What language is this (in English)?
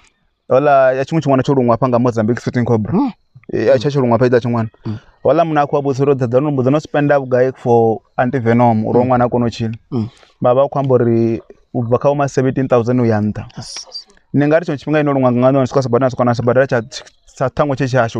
Venda